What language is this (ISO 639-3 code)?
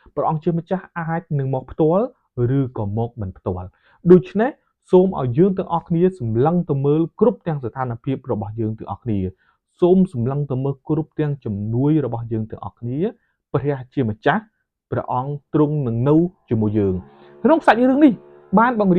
khm